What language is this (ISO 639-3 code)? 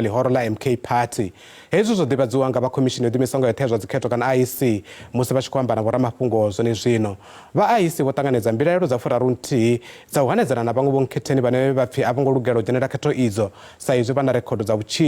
ven